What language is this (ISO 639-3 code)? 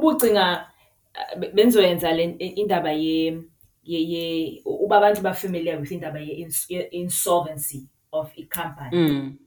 xho